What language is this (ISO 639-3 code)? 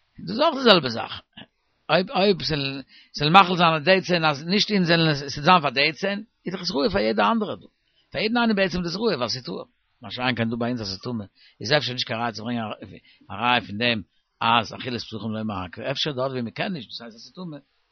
yid